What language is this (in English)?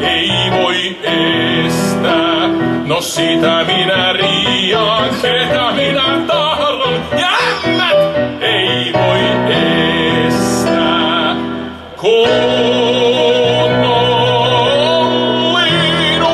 Finnish